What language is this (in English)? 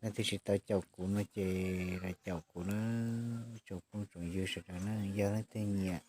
Hmong